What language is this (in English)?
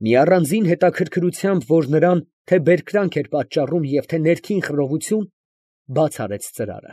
Armenian